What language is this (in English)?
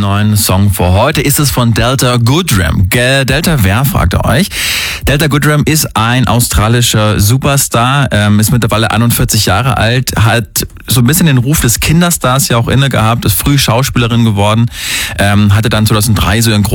German